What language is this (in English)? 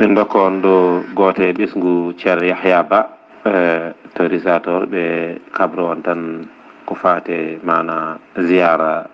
Fula